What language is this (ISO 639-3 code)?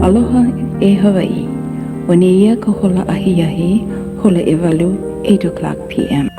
haw